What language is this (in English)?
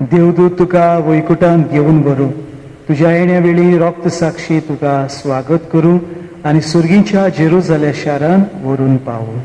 Konkani